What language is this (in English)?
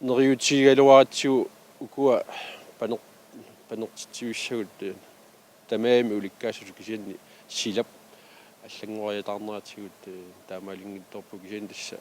Kalaallisut